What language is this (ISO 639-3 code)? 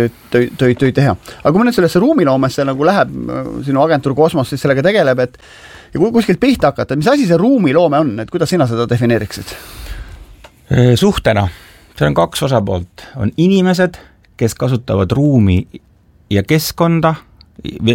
est